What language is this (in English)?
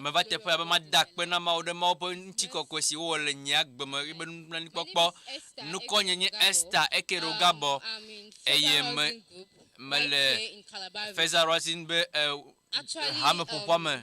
Ewe